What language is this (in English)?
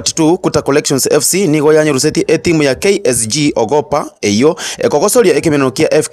Gusii